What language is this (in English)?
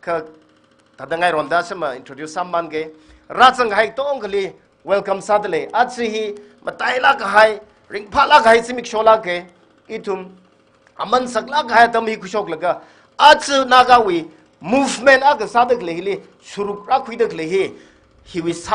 Tangkhul Naga (India)